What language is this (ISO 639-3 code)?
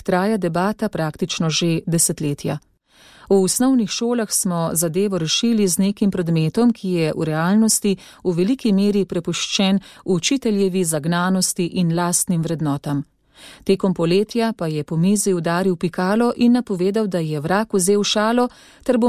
slv